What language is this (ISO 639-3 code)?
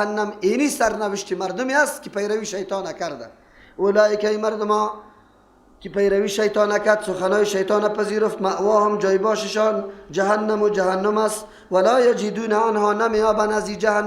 fas